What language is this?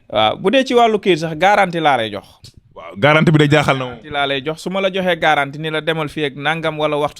Wolof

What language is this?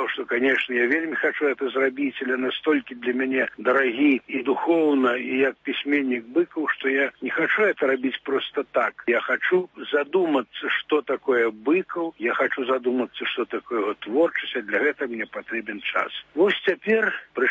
Belarusian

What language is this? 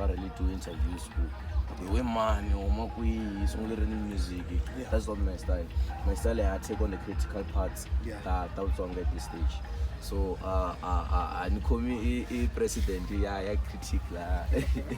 Tsonga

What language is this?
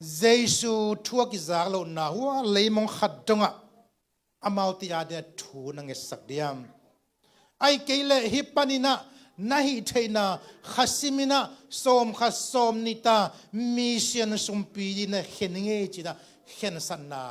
Tedim Chin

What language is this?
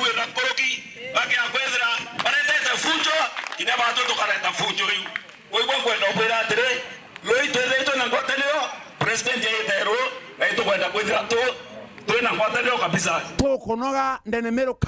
Meru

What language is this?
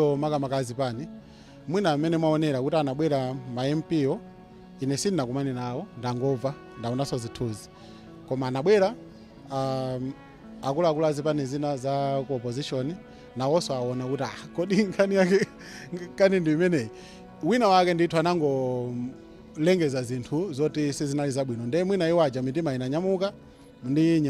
Nyanja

